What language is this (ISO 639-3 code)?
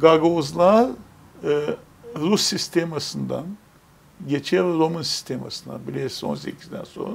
gag